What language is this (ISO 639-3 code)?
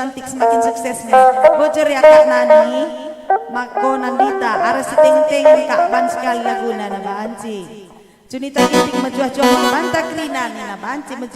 btx